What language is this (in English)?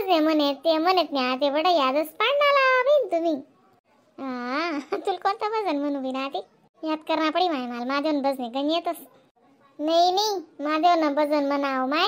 Khandesi